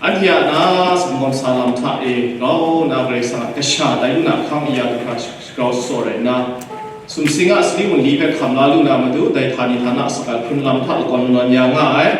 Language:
Kachin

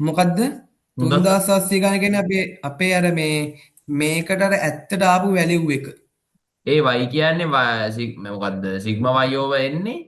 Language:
Sinhala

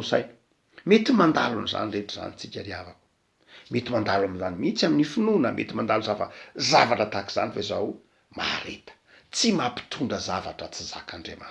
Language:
Malagasy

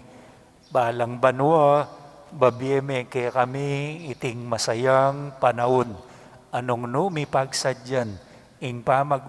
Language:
Pampanga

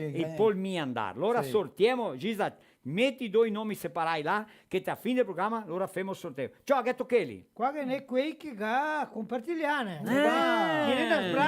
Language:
Venetian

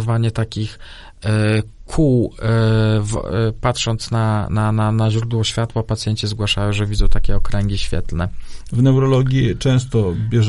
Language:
Polish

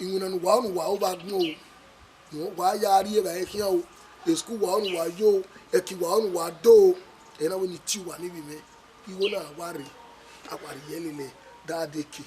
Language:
Bini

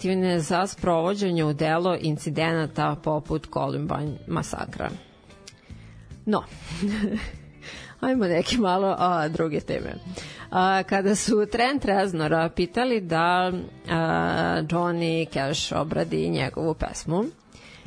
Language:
Serbian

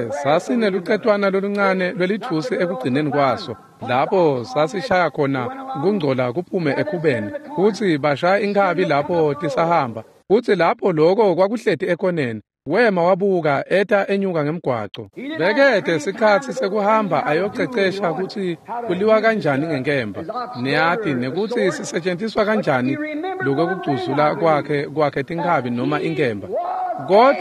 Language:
Swati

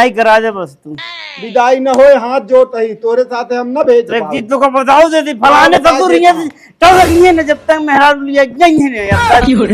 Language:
Awadhi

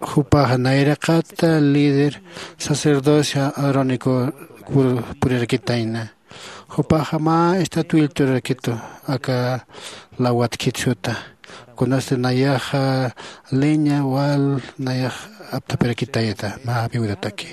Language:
Aymara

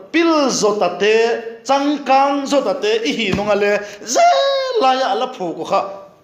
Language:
Vaiphei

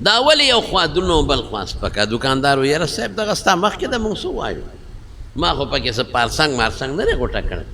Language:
Pashto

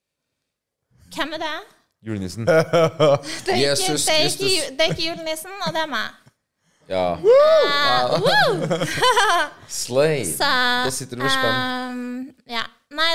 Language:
Norwegian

